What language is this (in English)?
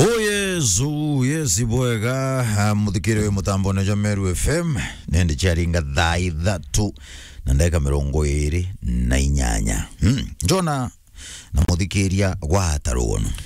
Meru